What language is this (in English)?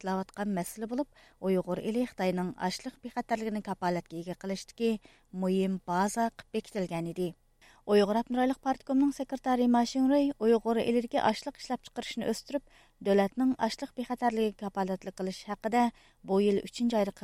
Uyghur